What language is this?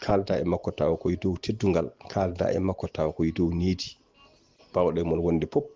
Fula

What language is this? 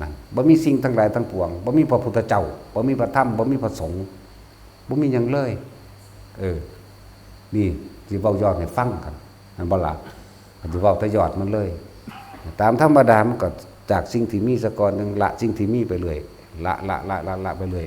Northeastern Thai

